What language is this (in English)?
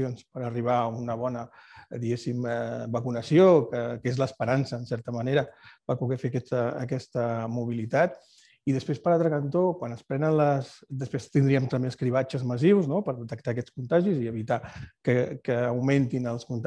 Catalan